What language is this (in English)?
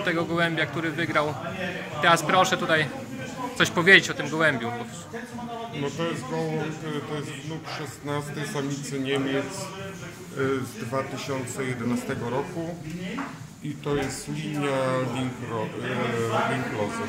Polish